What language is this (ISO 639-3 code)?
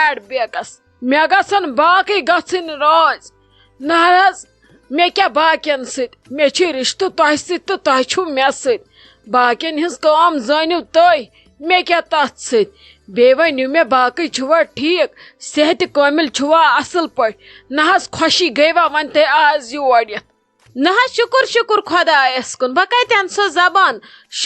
kas